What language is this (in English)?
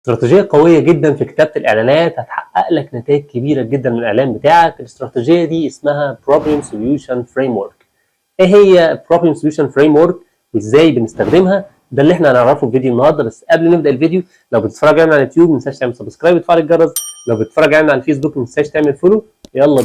Egyptian Arabic